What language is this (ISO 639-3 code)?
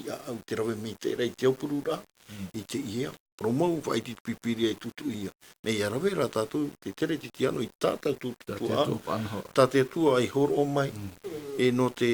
tah